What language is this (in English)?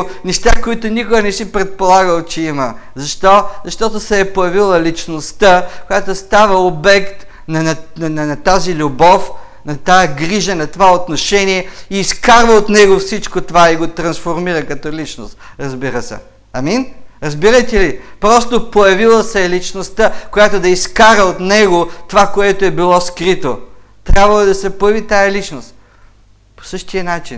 Bulgarian